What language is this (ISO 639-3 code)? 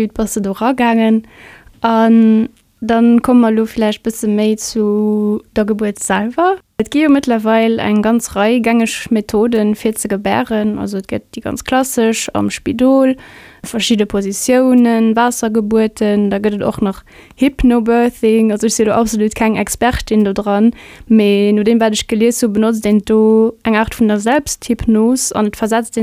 ltz